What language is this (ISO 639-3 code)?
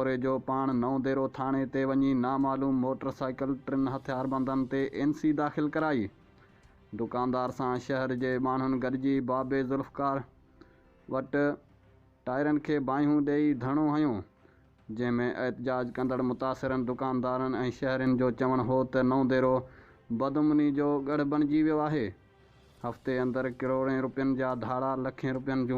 snd